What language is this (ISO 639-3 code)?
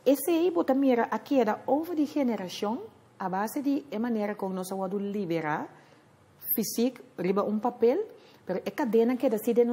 pap